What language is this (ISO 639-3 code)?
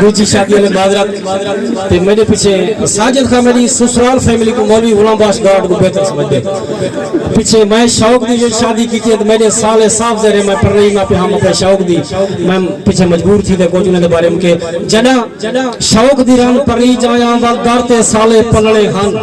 skr